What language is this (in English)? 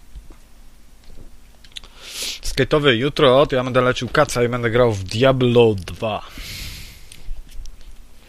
Polish